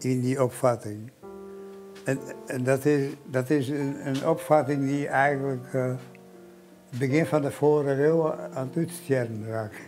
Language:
Western Frisian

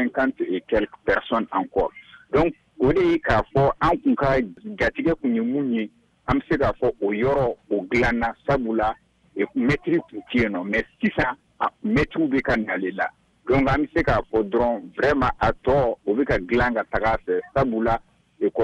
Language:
Bambara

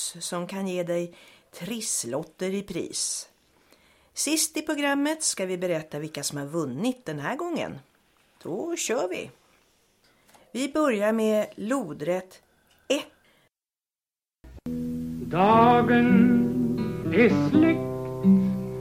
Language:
Swedish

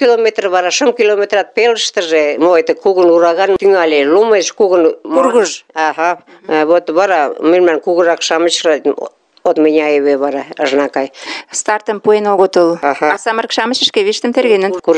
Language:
Mari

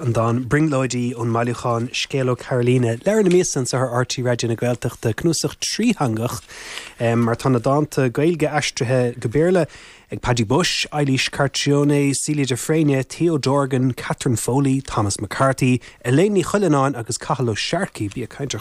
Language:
Irish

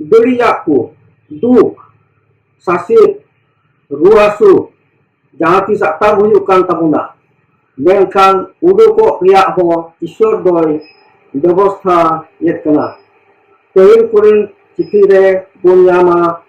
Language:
Santali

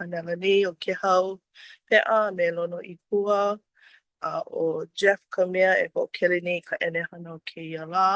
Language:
Hawaiian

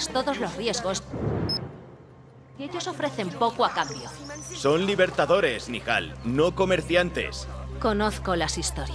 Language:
Spanish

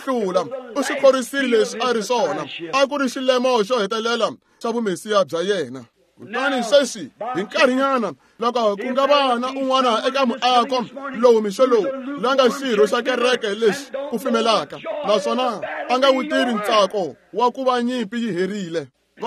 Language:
Tsonga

